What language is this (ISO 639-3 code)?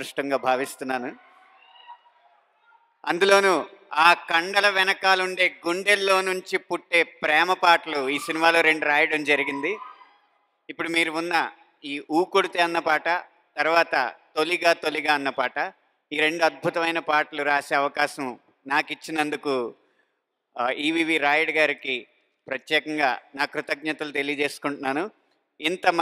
tel